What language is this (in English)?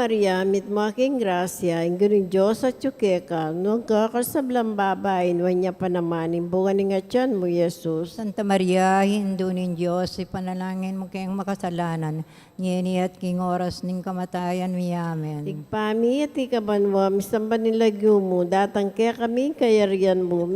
Pampanga